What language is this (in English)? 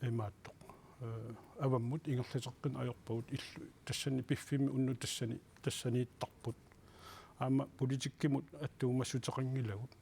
Kalaallisut